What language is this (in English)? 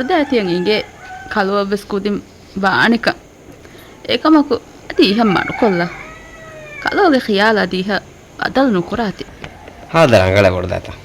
Divehi